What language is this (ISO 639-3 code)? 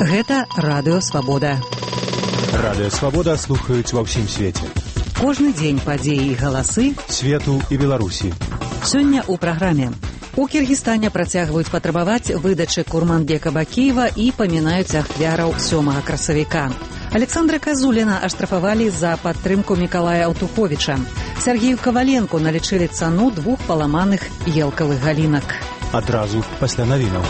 bel